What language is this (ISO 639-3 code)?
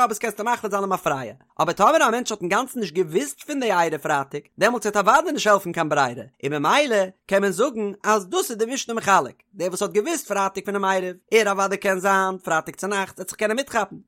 yid